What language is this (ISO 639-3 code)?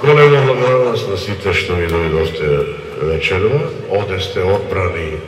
mkd